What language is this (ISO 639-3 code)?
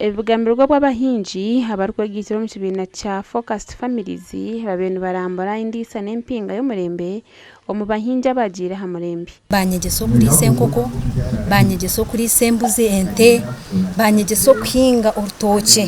nyn